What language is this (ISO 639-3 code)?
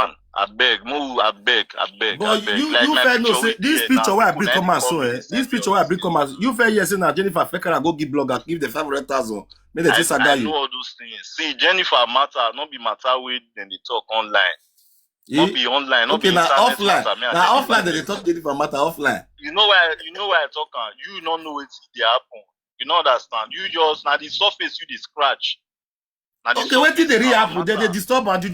pcm